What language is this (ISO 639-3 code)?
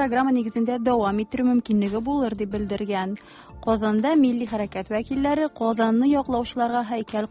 tat